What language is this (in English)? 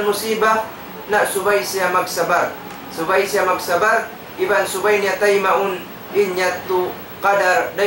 Tausug